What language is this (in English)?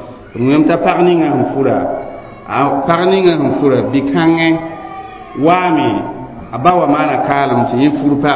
Mossi